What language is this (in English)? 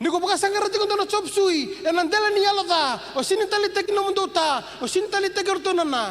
Fijian